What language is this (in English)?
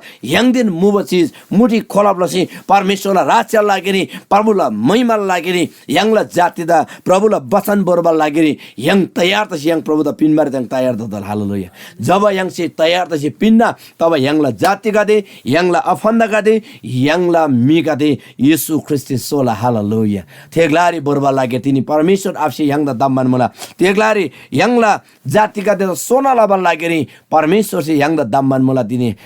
Eastern Tamang